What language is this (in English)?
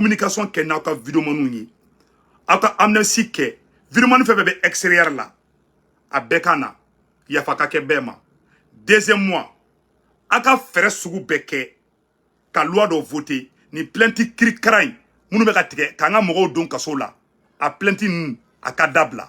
Bambara